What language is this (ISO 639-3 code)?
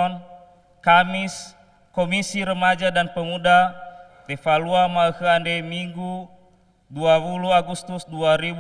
nia